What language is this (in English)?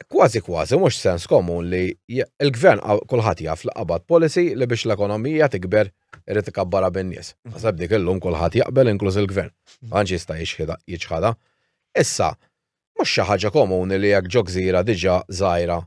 Maltese